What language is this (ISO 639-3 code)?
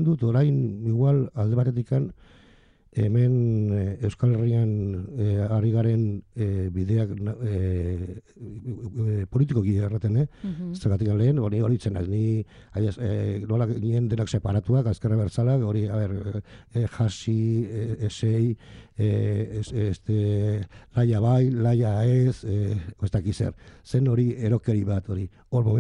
eus